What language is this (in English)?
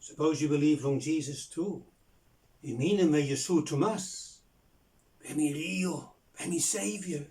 Bislama